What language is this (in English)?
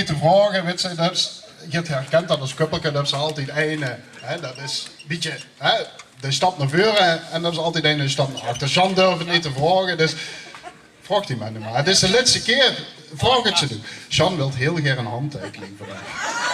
Limburgish